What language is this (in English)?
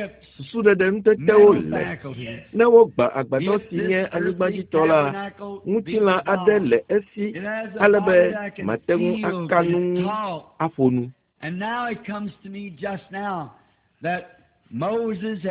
Ewe